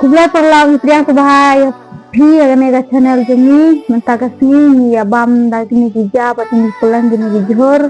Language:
Khasi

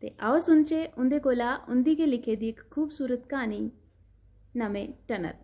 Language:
Dogri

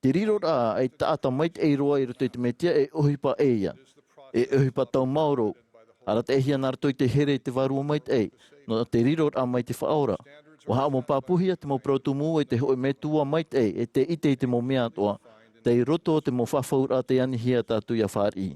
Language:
Tahitian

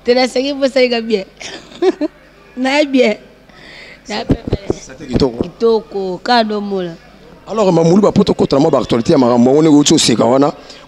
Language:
Lingala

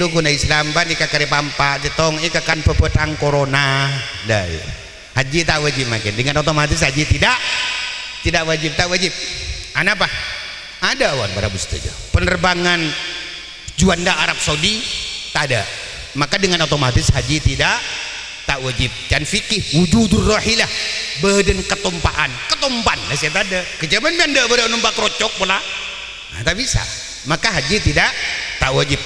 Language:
Madurese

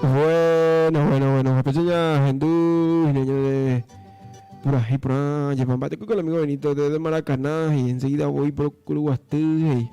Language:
Guarani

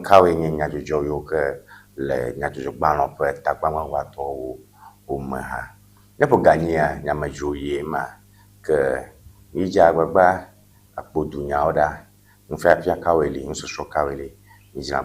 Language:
Ewe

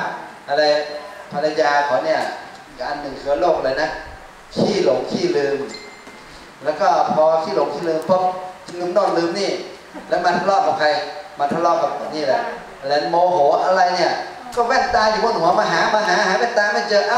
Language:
Thai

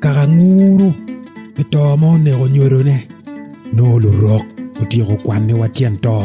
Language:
Acoli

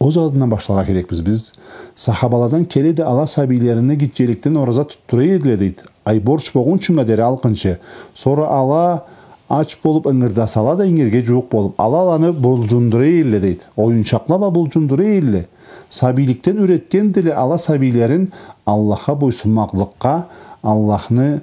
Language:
Karachay-Balkar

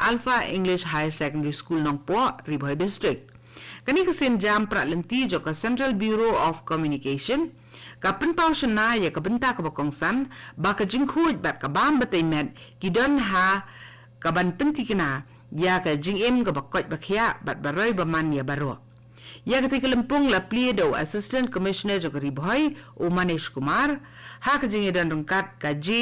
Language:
Khasi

